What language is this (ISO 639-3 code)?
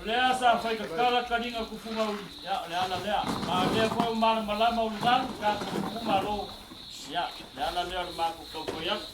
smo